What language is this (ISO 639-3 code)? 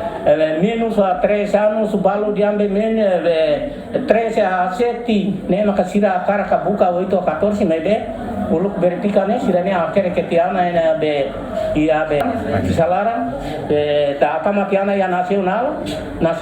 tet